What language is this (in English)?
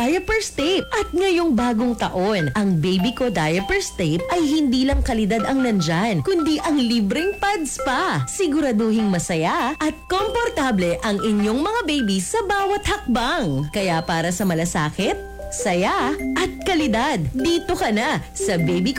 Filipino